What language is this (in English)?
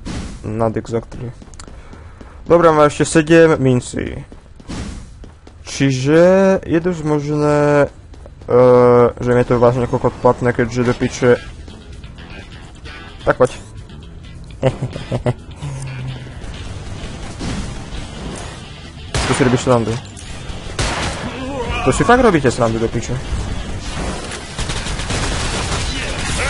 Slovak